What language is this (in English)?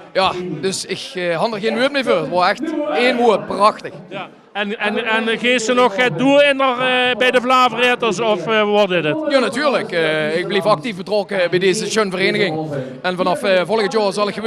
Limburgish